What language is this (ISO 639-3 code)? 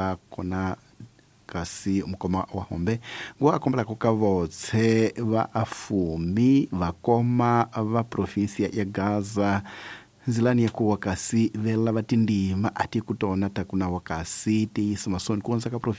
tso